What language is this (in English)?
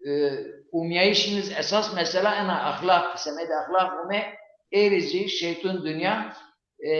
Zaza